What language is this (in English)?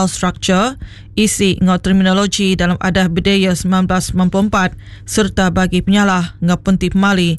Iban